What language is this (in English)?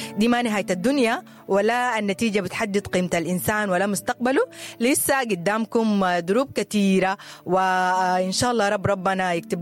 Sudanese Arabic